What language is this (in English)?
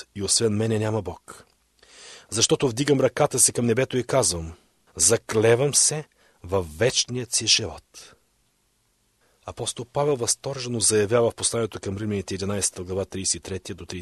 Bulgarian